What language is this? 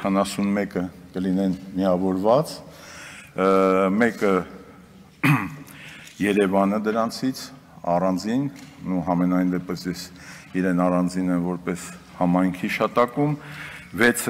Armenian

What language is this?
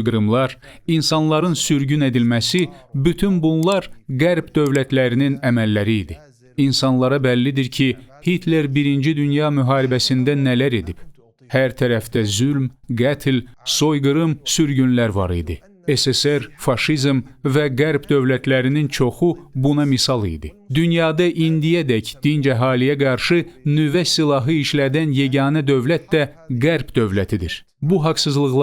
Azerbaijani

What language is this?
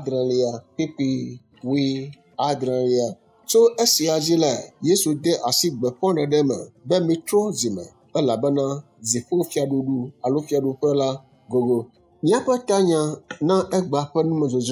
Ewe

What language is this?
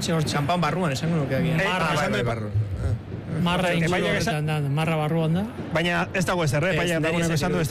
Basque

